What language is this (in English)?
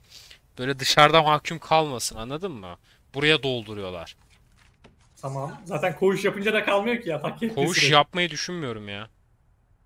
Turkish